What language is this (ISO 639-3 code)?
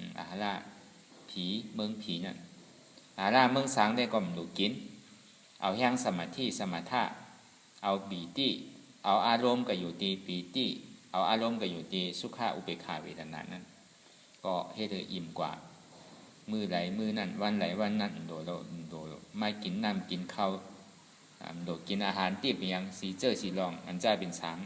shn